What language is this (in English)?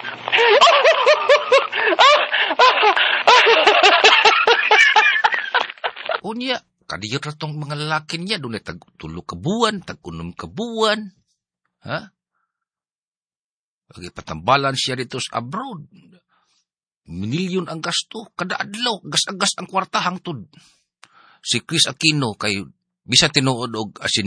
Cebuano